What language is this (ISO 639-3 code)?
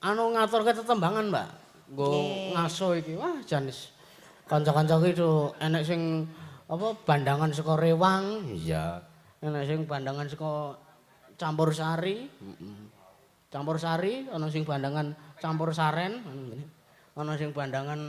jav